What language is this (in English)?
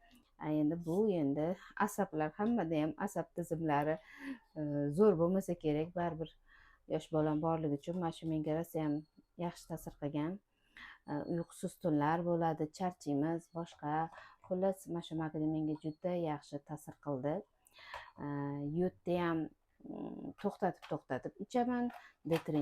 Uzbek